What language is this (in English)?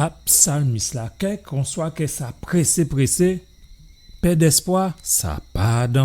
Guadeloupean Creole French